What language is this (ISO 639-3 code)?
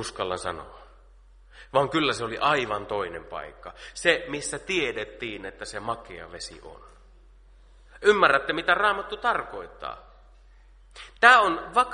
fin